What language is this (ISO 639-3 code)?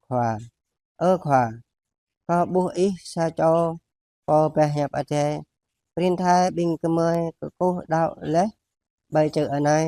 jra